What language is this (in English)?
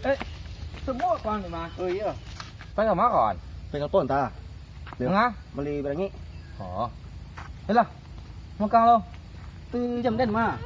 Minangkabau